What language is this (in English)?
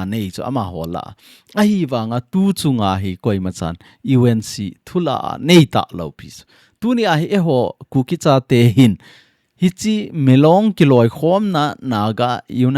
Thado Chin